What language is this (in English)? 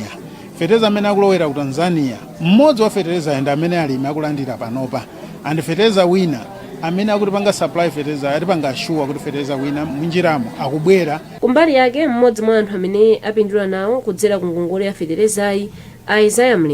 Nyanja